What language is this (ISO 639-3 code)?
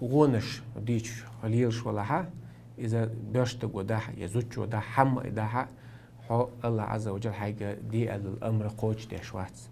che